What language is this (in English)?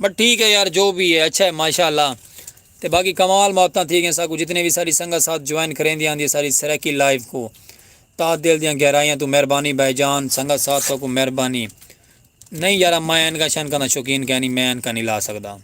Saraiki